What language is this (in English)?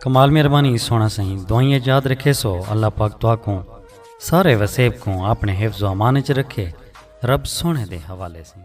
Saraiki